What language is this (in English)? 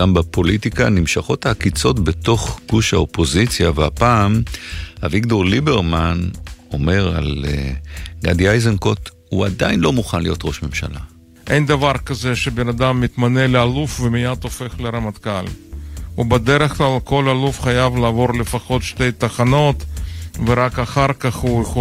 Hebrew